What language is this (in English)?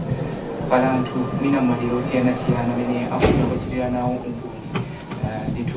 Nyanja